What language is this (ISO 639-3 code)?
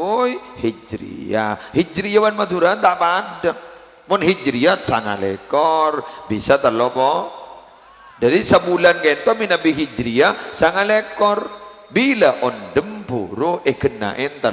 mad